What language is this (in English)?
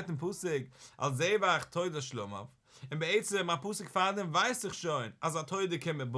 Yiddish